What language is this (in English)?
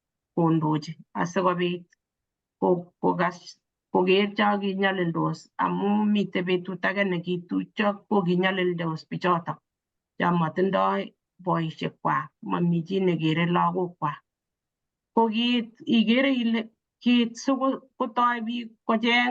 Kalenjin